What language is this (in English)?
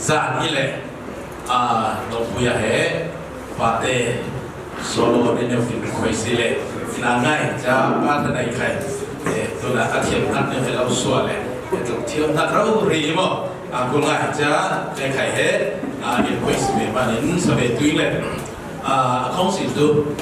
Falam Chin